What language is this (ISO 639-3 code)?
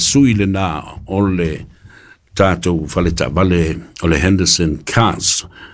smo